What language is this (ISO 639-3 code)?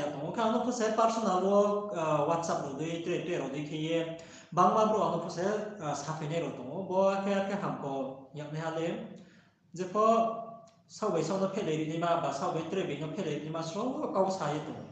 ria